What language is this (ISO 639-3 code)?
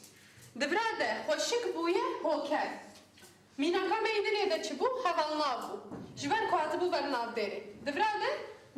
kur